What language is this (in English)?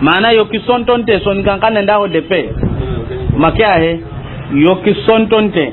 Soninke